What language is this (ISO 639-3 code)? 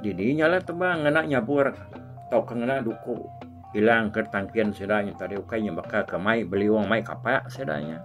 iba